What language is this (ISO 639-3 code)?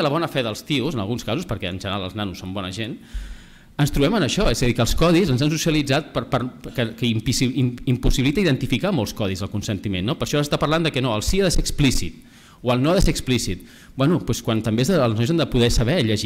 cat